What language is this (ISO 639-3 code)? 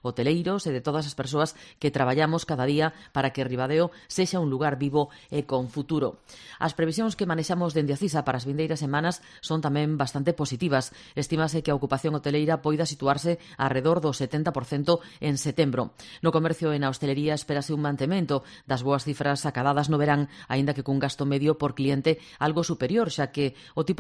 glg